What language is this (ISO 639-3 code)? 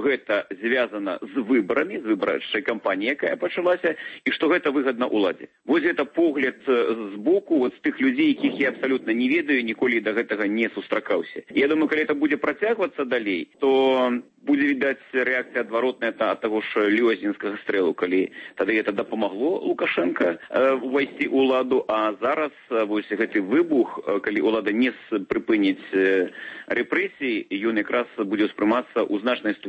bel